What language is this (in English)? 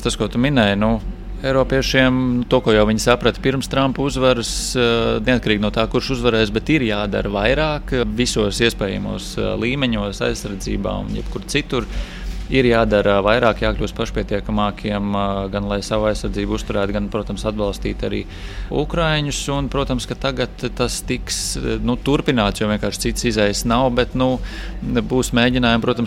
Latvian